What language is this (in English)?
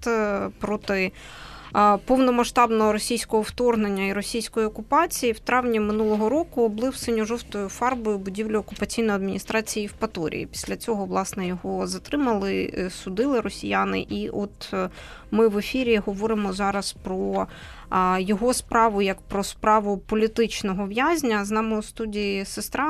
Ukrainian